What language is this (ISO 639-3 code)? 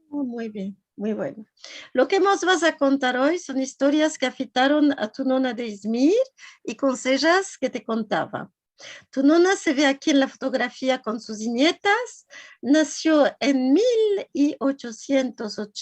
lad